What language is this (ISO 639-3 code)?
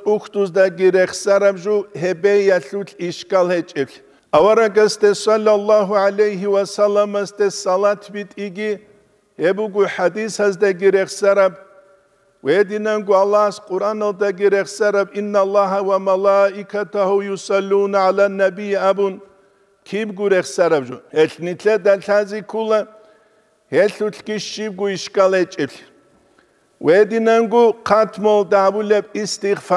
ava